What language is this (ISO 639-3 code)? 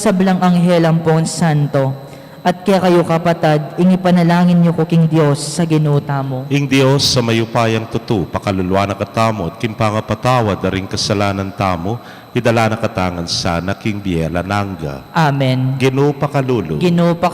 pam